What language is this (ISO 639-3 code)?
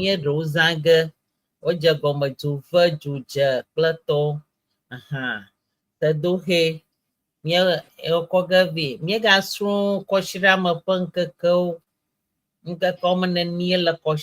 ewe